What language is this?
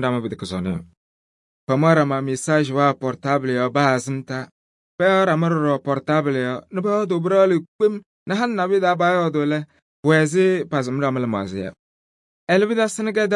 Kabiyè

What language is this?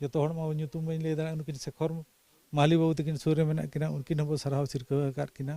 Santali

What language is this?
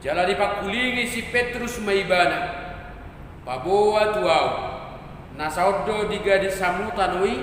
Batak Toba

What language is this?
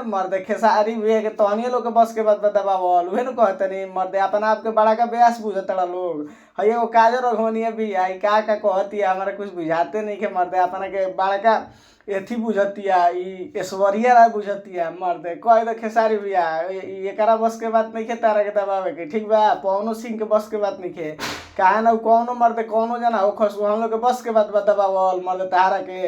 Bhojpuri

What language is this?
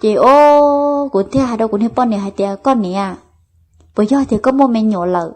Hmong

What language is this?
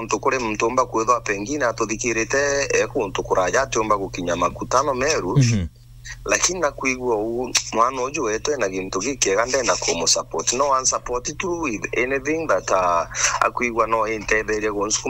Meru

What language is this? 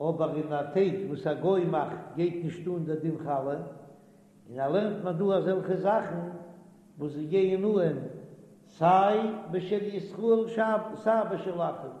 Yiddish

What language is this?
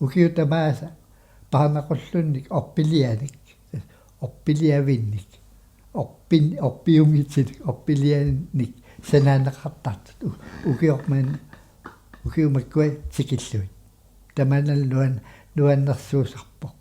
Kalaallisut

